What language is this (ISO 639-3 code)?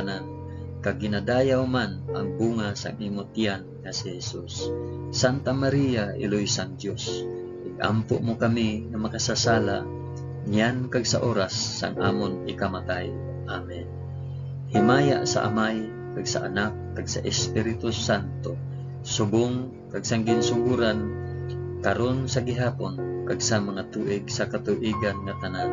hil